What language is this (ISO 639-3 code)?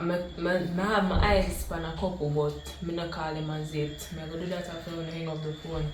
jam